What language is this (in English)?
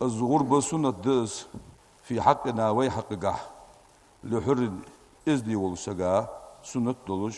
Ingush